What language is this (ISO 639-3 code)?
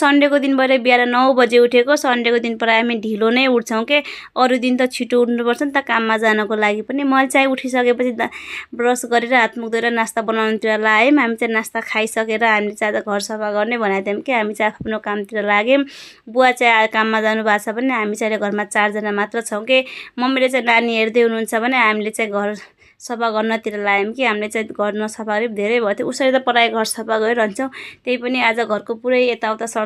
nep